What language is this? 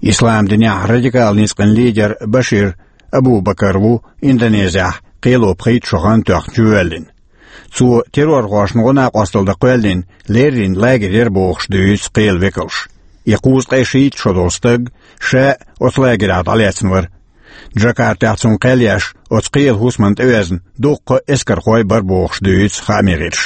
Chechen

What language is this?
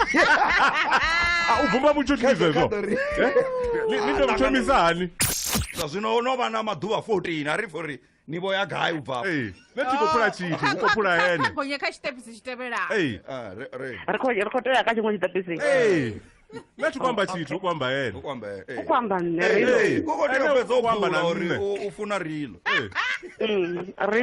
Venda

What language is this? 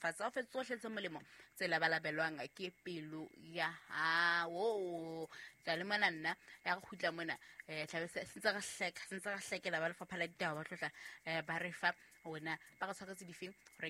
Southern Sotho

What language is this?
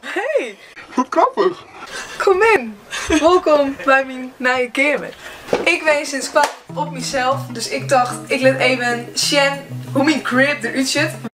Western Frisian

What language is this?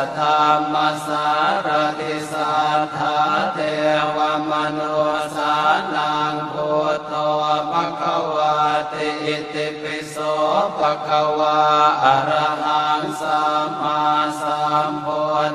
Pali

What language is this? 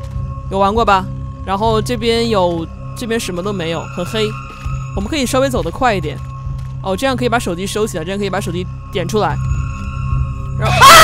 Chinese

